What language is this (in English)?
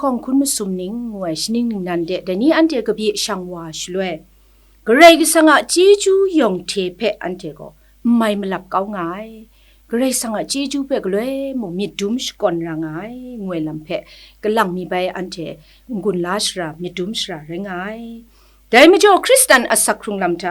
Kachin